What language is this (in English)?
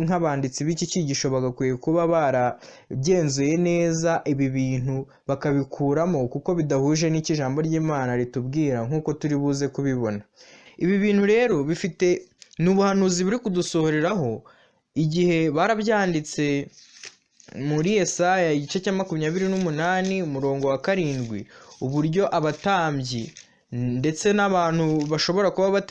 Kinyarwanda